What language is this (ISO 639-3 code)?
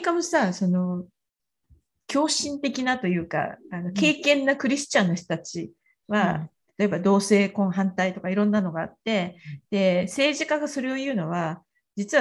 jpn